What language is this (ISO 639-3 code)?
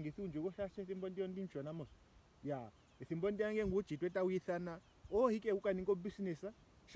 ndo